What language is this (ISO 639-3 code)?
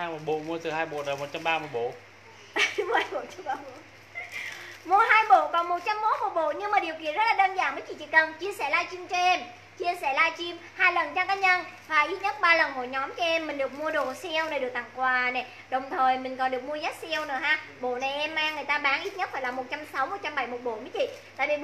vie